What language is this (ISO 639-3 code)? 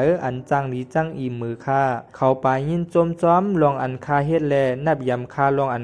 shn